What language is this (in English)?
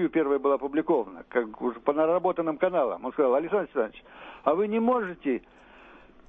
Russian